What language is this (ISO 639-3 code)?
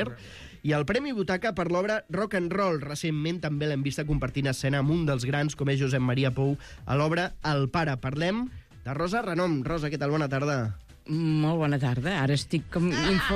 cat